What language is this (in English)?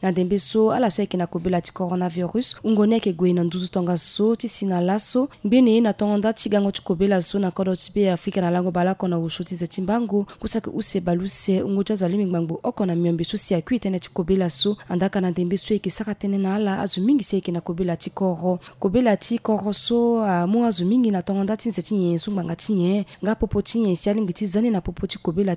Sango